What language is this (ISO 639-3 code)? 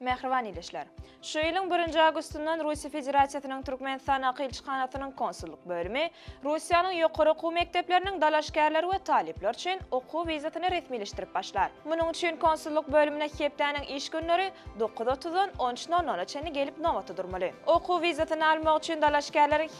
tuk